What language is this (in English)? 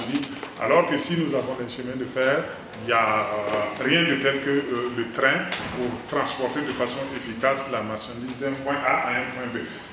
French